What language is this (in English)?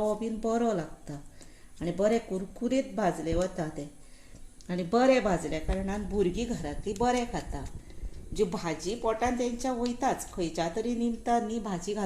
Konkani